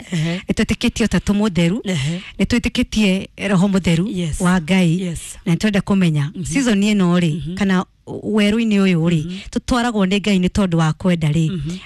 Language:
Kikuyu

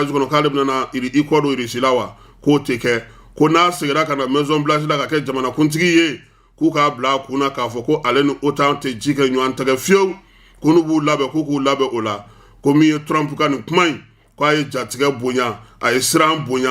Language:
Bambara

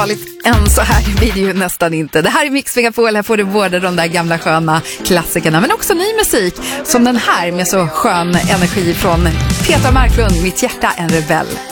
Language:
Swedish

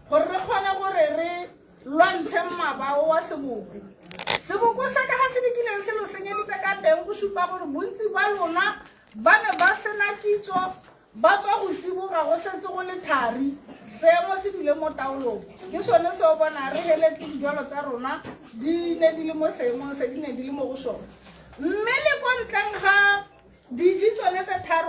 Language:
Tswana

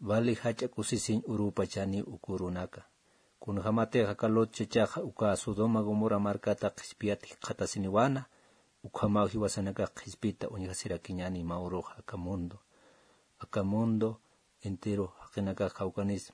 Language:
Aymara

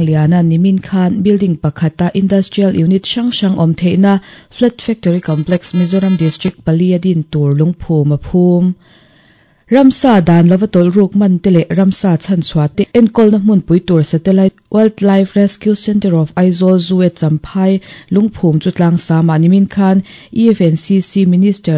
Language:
Mizo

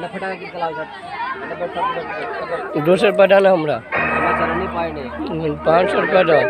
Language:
Maithili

